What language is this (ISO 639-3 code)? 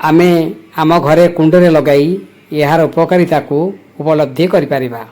ori